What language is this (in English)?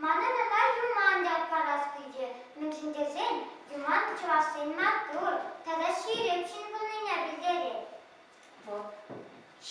Chuvash